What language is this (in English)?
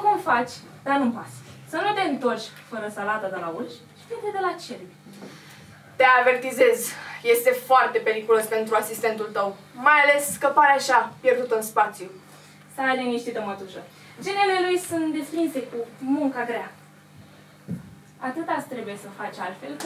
Romanian